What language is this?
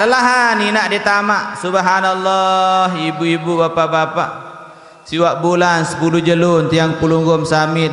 Sasak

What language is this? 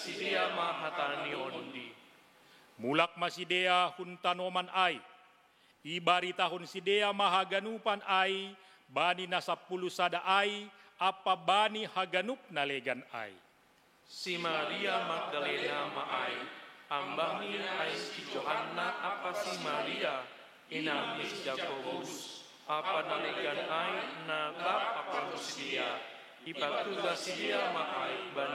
Batak Simalungun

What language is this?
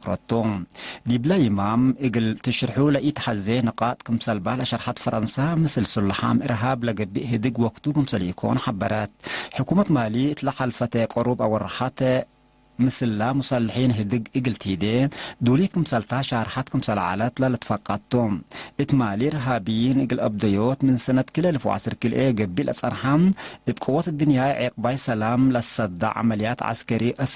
Tigre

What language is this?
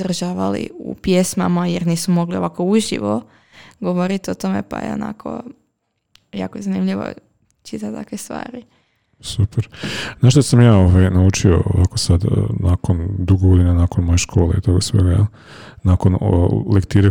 Croatian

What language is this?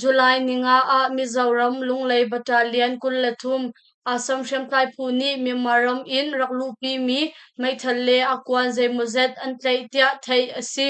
Hakha Chin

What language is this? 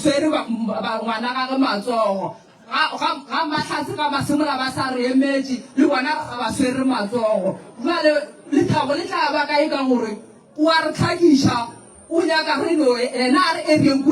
Northern Sotho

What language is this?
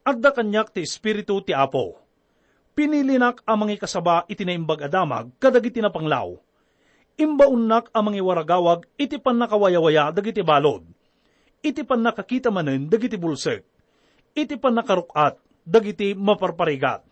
Iloko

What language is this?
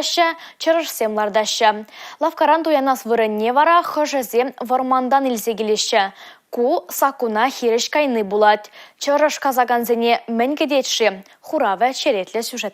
Chuvash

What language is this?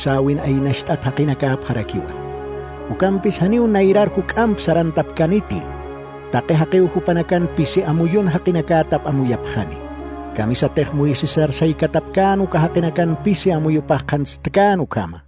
Aymara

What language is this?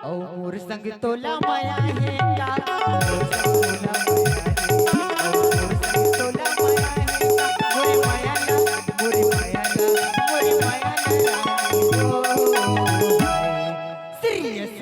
Chhattisgarhi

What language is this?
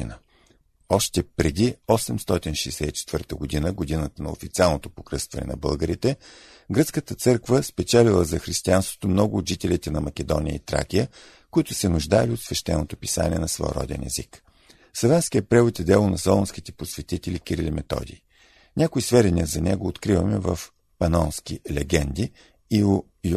Bulgarian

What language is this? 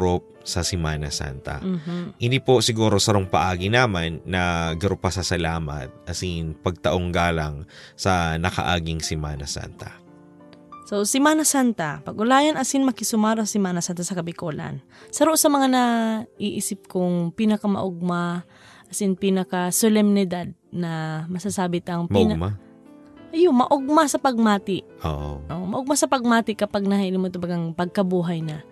Bikol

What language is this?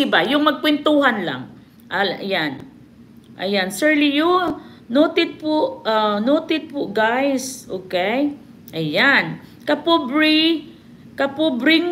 Filipino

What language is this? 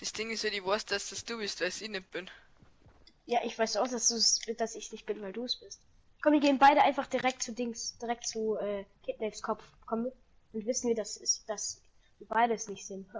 Bavarian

